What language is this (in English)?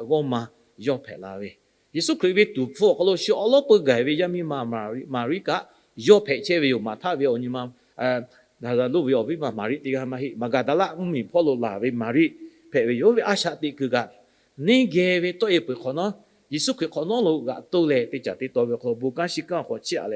Lahu